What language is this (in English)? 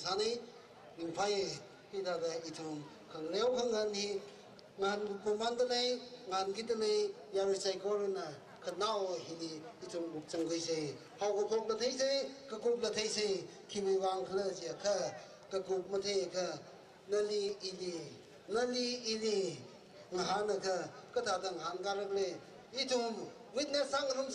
Tangkhul Naga (India)